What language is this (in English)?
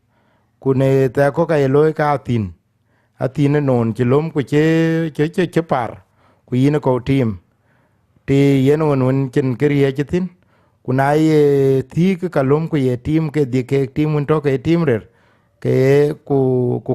Dinka